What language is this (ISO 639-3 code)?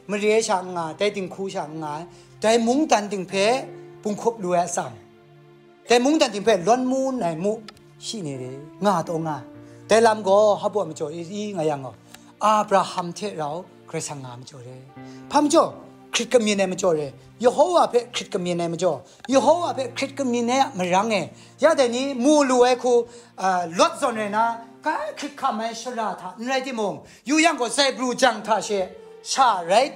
kac